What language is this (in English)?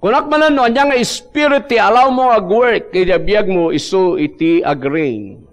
Iloko